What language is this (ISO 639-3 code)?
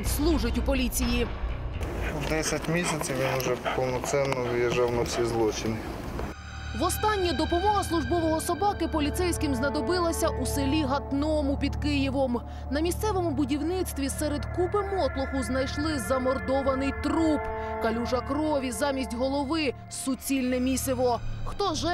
ukr